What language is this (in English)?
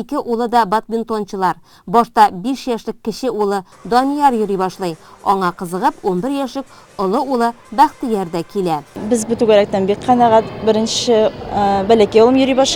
Tatar